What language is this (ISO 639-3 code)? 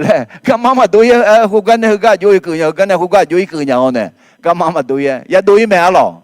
ahk